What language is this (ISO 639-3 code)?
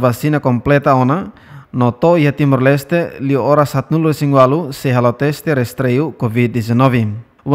tet